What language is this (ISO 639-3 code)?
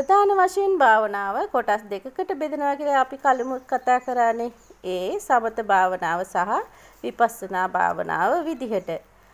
sin